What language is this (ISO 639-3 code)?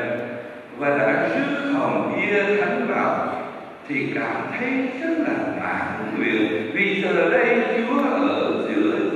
vie